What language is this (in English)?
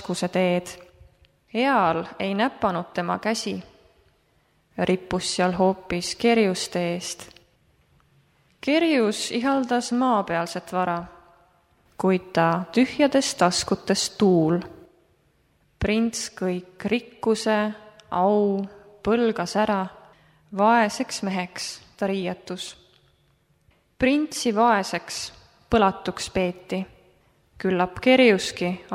Estonian